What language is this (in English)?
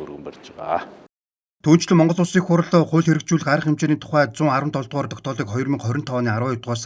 Mongolian